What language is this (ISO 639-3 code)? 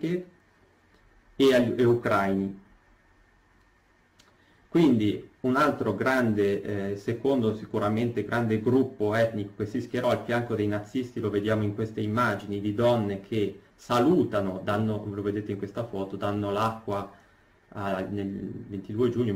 ita